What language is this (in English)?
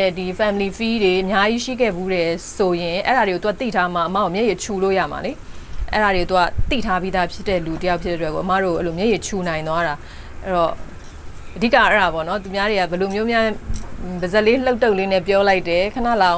Burmese